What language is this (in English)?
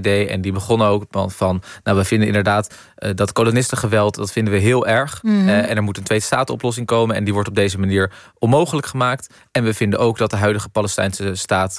Dutch